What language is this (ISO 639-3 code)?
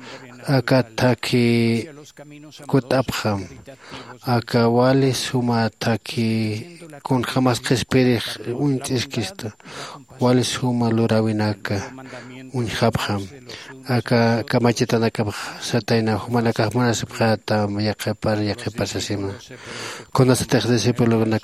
aym